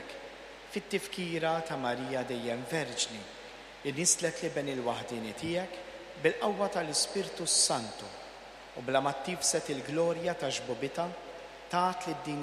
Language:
Maltese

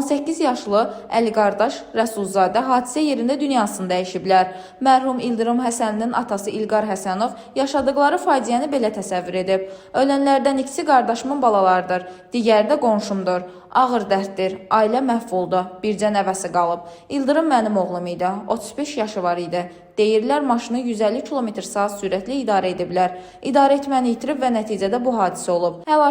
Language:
Azerbaijani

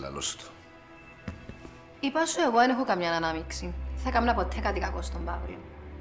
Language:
Greek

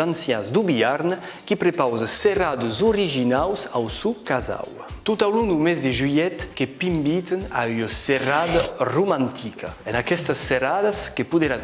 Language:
Occitan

